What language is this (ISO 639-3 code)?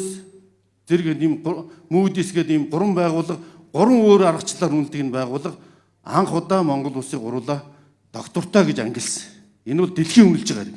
mon